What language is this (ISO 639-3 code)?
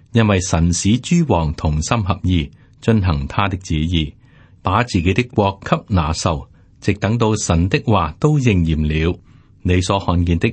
yue